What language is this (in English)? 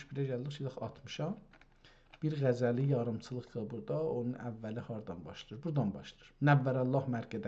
South Azerbaijani